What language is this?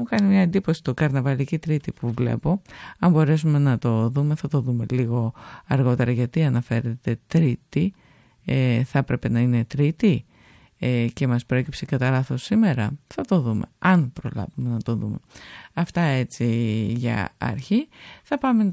Greek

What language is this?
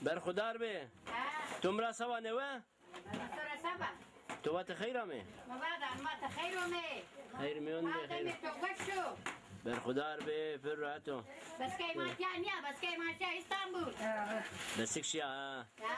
Zaza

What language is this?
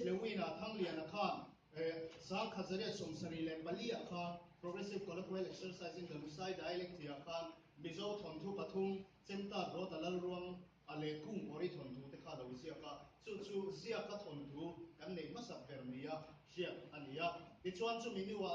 Mizo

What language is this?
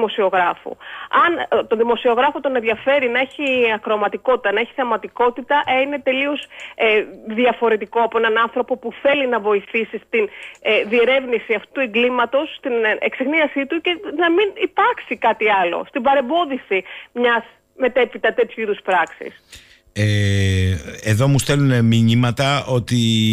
Greek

